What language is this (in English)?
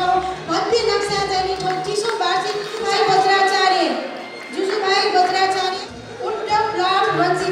Newari